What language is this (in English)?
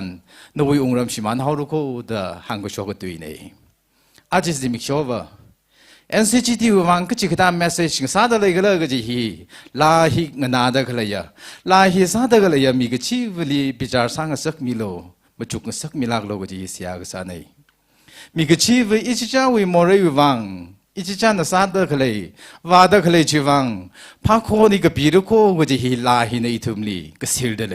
Tangkhul Naga (India)